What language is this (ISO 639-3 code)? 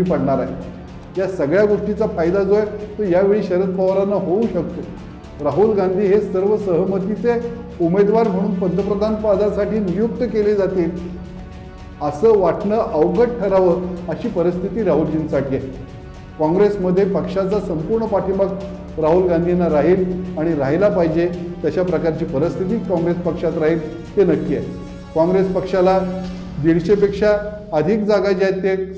mar